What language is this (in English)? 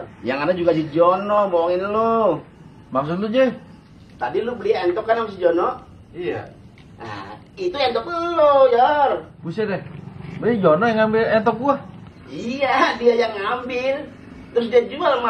Betawi